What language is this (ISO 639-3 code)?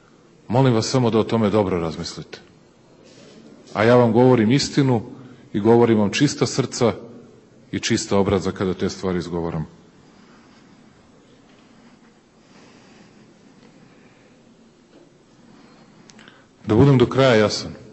srp